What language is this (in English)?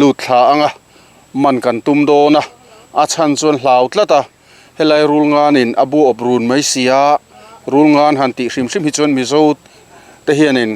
Mizo